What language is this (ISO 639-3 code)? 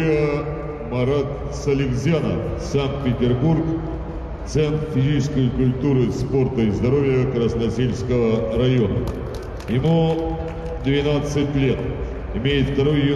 rus